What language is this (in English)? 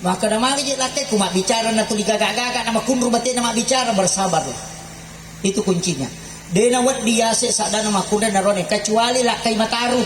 Buginese